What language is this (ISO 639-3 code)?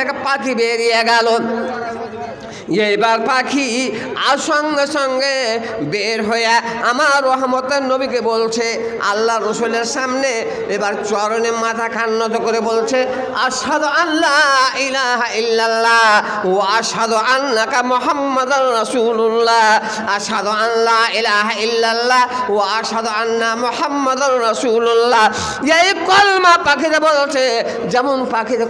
ben